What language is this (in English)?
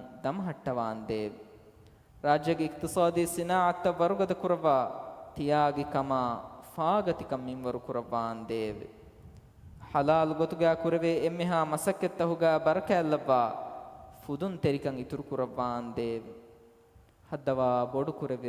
Divehi